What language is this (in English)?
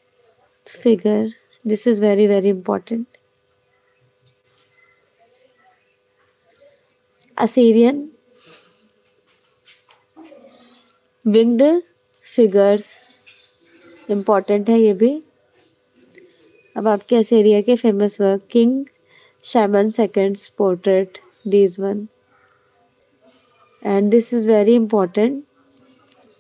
Hindi